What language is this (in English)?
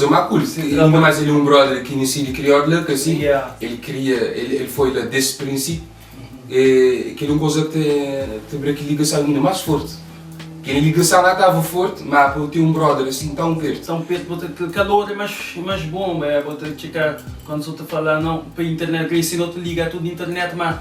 Kabuverdianu